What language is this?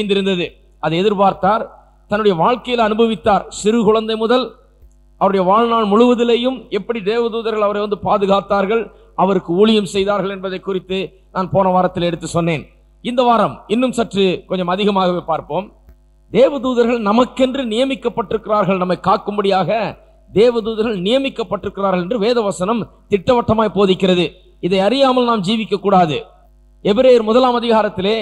Tamil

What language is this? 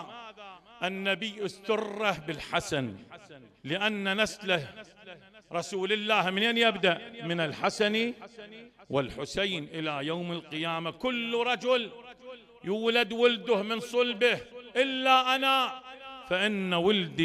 Mesopotamian Arabic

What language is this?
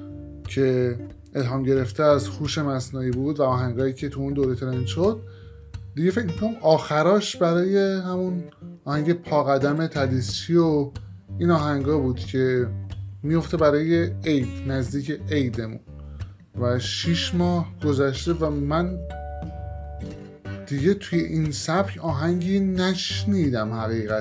Persian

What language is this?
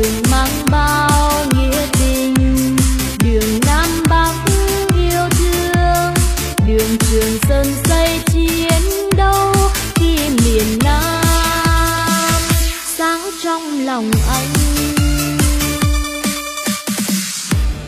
Vietnamese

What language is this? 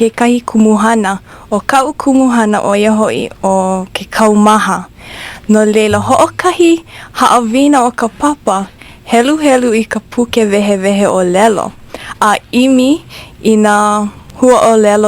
Hawaiian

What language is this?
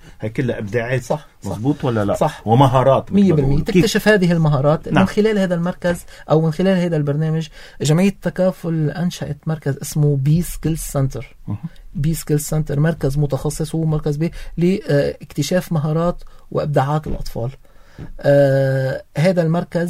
North Levantine Arabic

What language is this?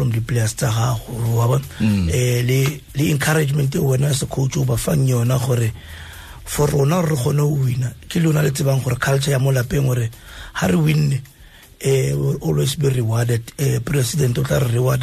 Tswana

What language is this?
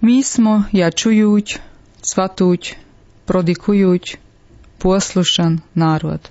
Serbian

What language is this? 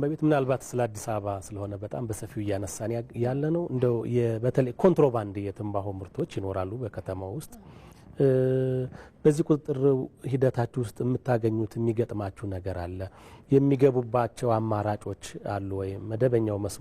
Amharic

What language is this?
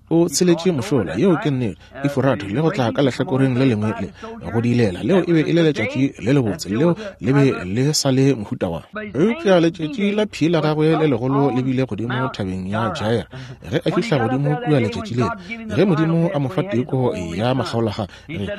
Northern Sotho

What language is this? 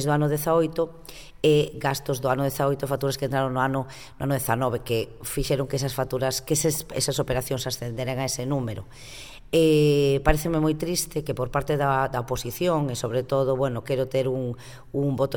Galician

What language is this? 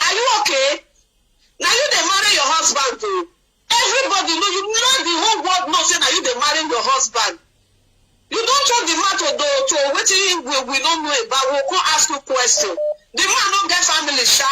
Nigerian Pidgin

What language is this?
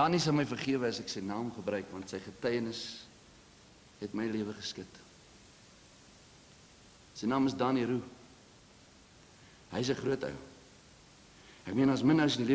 Afrikaans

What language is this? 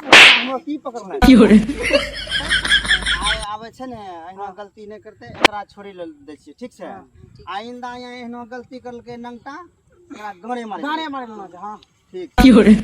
Maithili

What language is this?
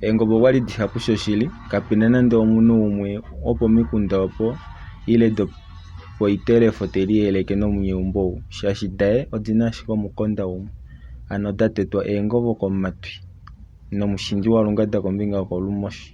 Kuanyama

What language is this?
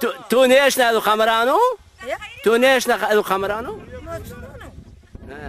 Zaza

